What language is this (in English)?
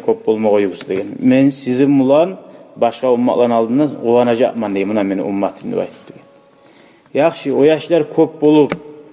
Kumyk